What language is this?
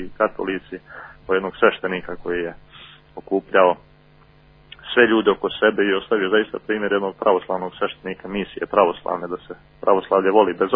Serbian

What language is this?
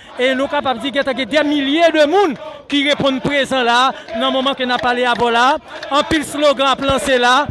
Haitian Creole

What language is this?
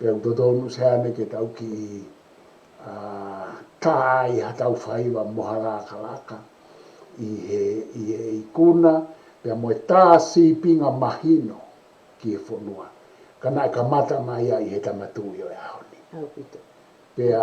Tongan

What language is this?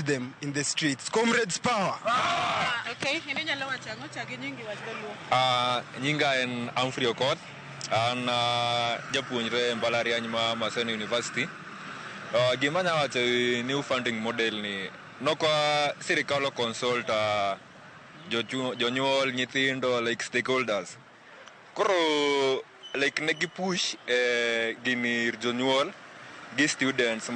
Luo (Kenya and Tanzania)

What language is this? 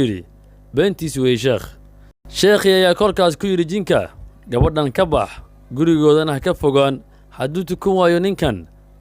Somali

